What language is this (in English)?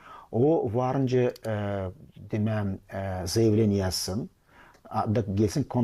Gagauz